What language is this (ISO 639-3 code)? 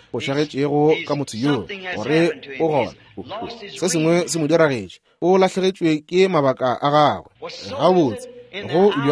nso